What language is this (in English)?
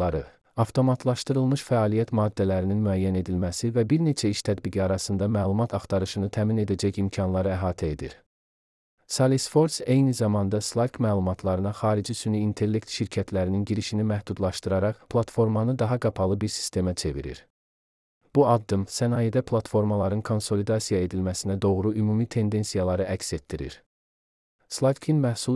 Azerbaijani